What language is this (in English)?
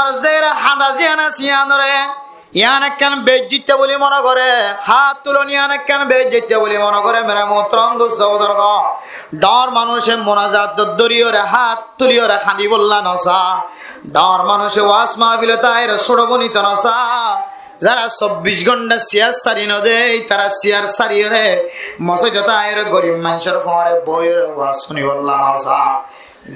Rohingya